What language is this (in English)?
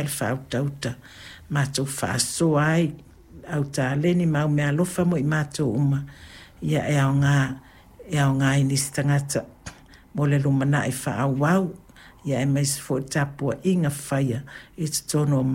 Samoan